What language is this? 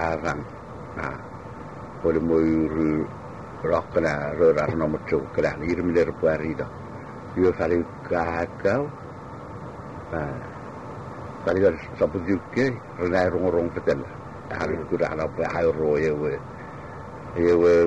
Malay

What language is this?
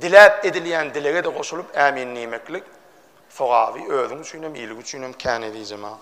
Turkmen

